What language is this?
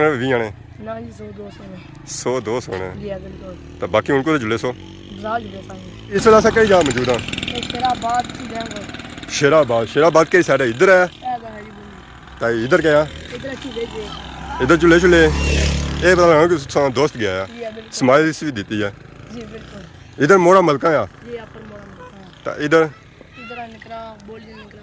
Pahari-Potwari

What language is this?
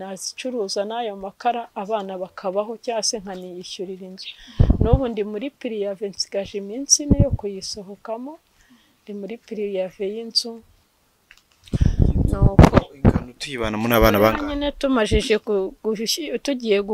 Kinyarwanda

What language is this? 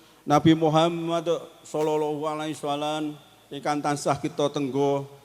Javanese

